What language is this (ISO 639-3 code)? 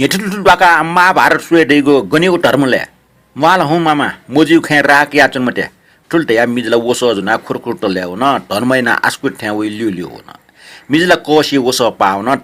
new